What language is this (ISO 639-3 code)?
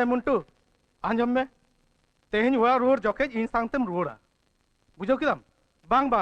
sat